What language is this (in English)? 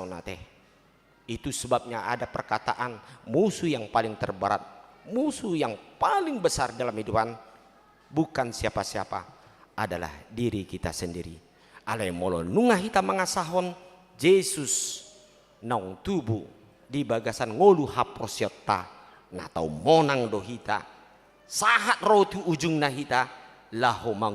Batak Toba